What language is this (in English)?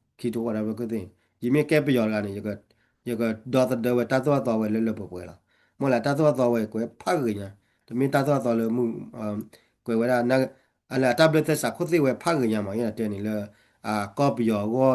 S'gaw Karen